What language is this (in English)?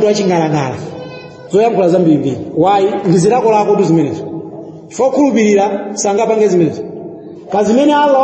Nyanja